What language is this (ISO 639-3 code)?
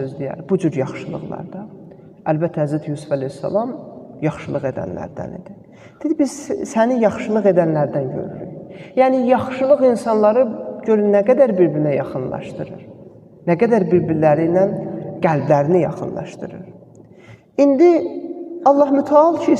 aze